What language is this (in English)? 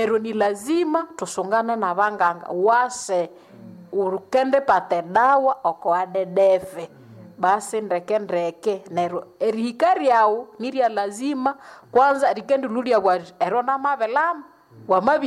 Nande